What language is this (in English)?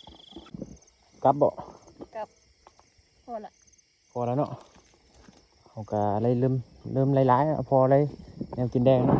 Lao